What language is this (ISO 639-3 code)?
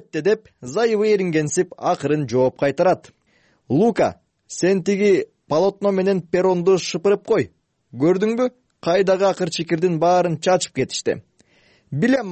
kir